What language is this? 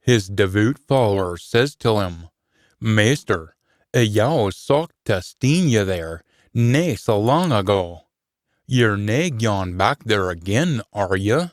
Scots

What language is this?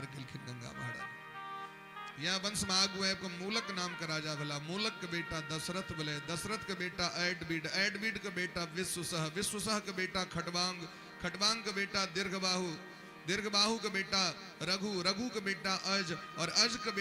Maithili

